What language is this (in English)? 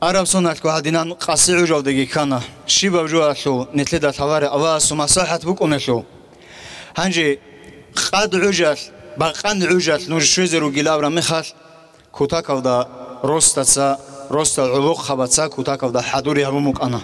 Avaric